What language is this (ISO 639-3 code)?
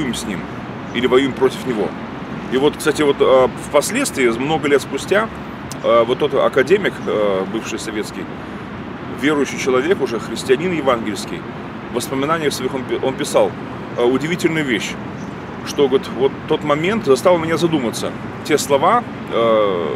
rus